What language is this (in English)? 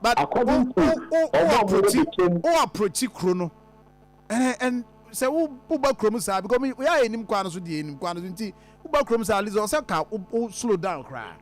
Akan